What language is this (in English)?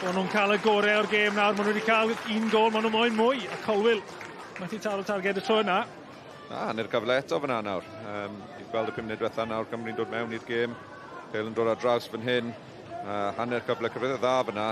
Welsh